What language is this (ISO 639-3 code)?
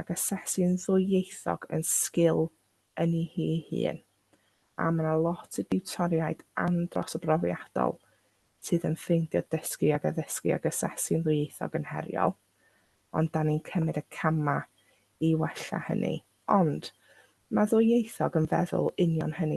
cym